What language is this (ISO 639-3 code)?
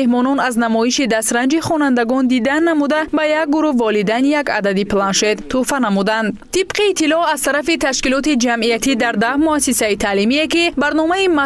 tgk